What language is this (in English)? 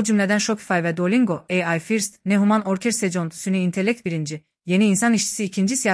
Azerbaijani